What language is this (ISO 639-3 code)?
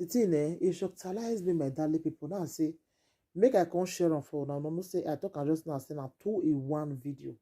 pcm